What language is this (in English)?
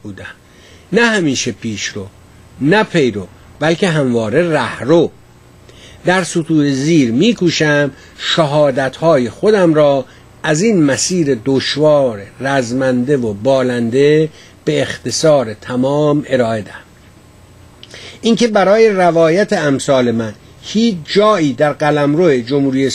Persian